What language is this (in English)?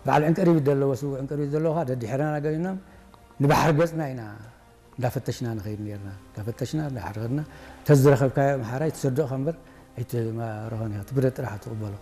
Tigrinya